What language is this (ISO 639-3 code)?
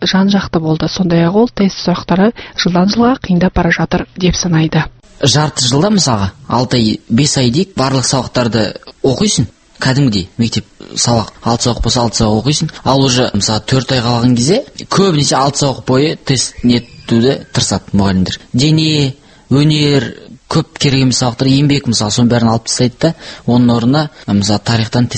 kaz